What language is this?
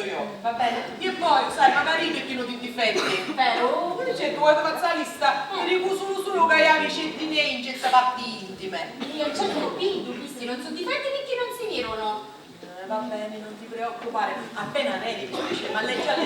Sicilian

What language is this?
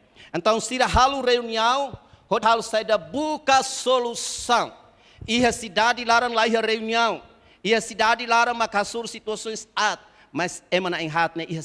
Tetum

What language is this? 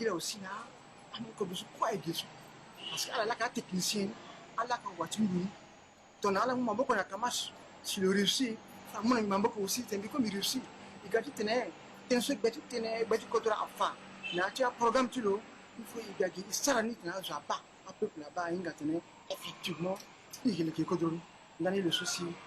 Sango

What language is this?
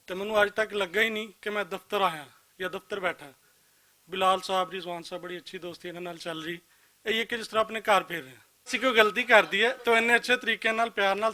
Western Panjabi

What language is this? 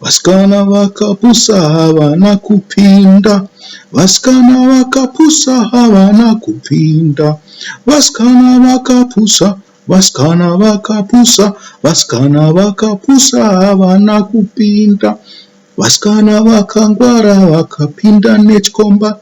Shona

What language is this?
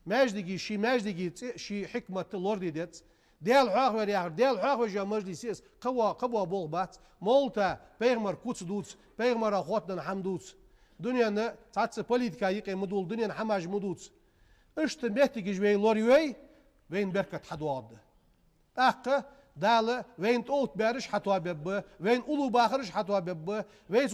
Ingush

